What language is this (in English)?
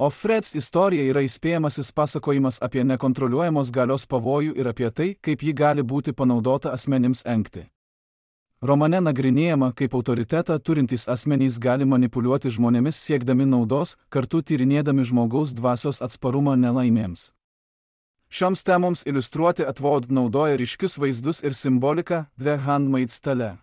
Lithuanian